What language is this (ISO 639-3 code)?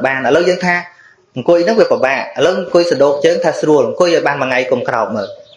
khm